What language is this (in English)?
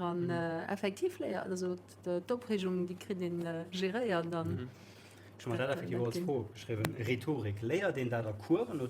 Luxembourgish